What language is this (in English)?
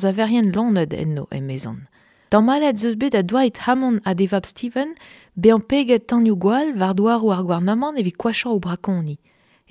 Breton